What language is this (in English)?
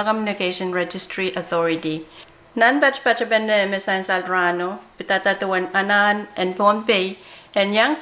Pohnpeian